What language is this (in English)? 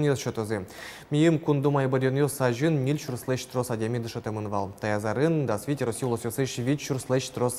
Udmurt